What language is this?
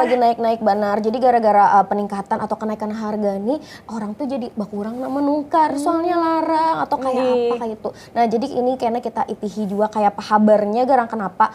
Banjar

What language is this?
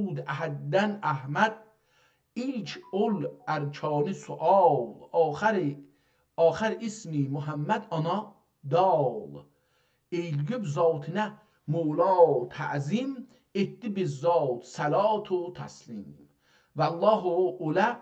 South Azerbaijani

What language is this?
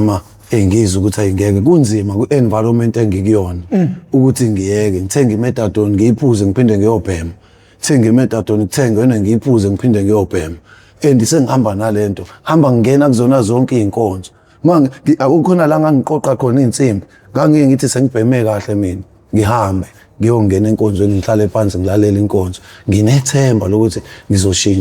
Zulu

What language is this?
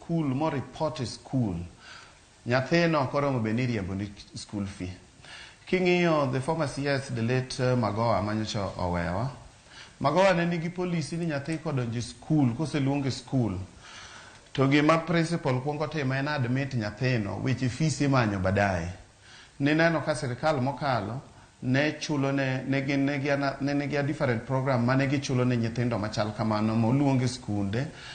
Luo (Kenya and Tanzania)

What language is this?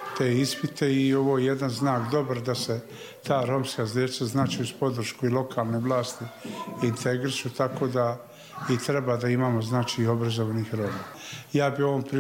Serbian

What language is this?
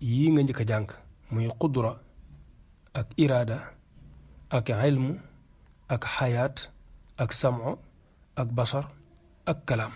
Wolof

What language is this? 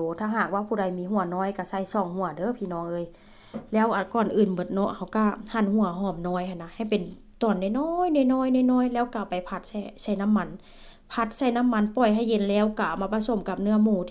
Northeastern Thai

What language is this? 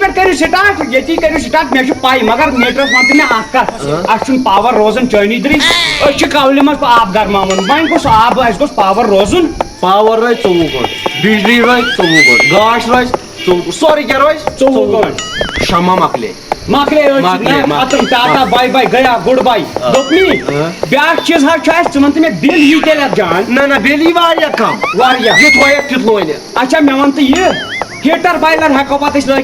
Kashmiri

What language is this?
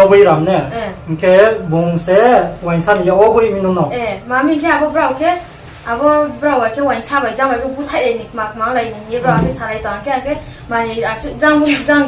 Riang (India)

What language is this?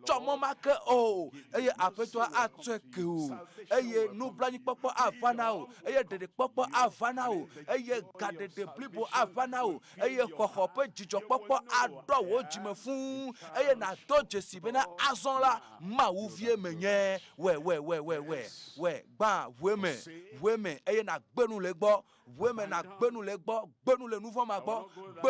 Ewe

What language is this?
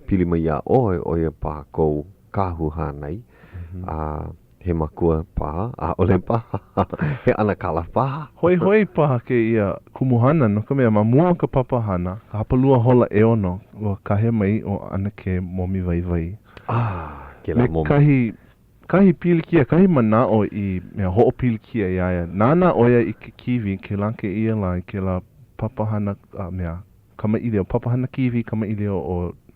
Hawaiian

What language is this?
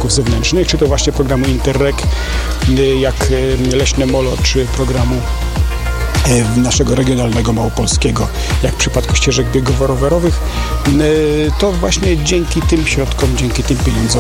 Polish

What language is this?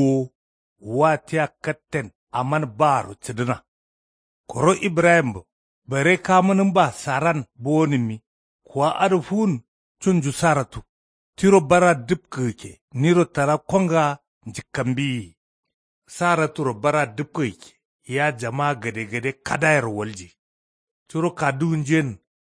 Kanuri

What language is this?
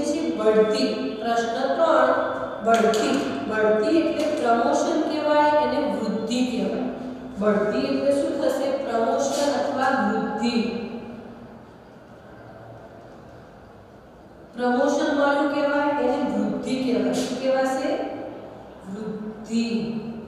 Gujarati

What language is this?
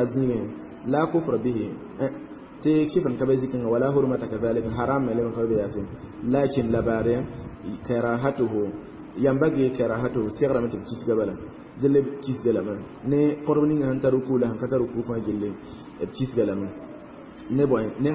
Mossi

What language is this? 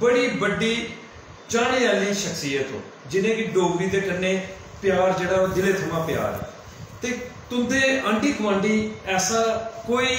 Dogri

